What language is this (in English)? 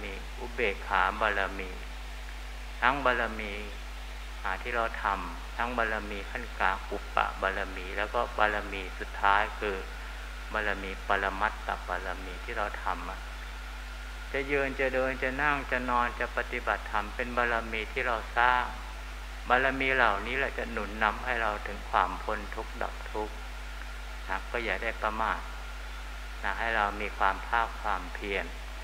Thai